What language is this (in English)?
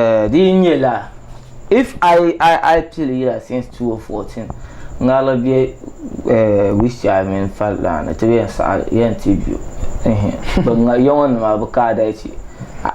Dagbani